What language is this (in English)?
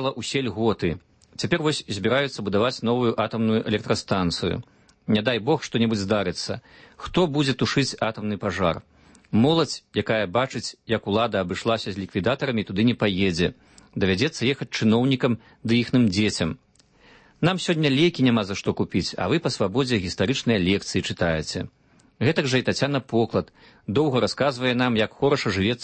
Belarusian